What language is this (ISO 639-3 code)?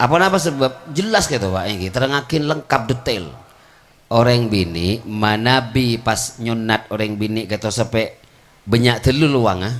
mad